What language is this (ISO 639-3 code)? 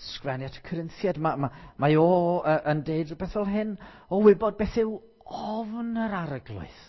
cym